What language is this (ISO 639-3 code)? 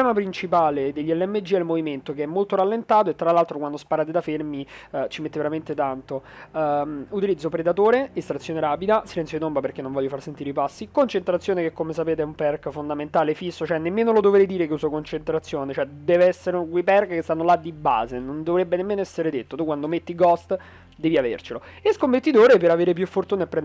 ita